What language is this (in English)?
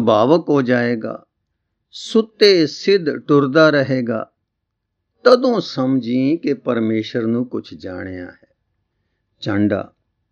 Punjabi